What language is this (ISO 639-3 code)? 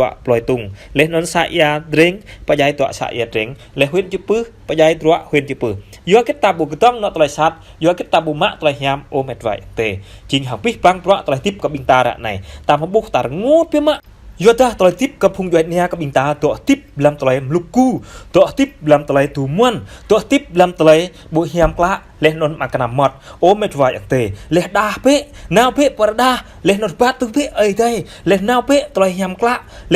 jra